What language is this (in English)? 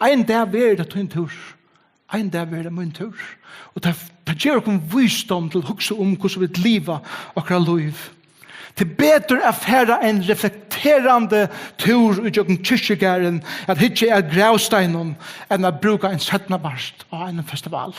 Faroese